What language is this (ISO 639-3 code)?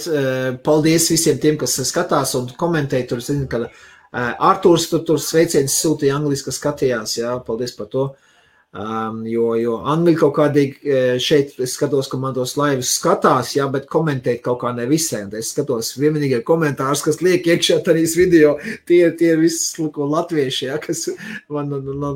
lav